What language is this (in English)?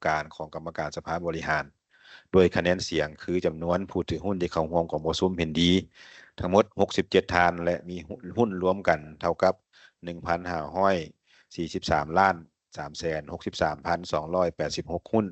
Lao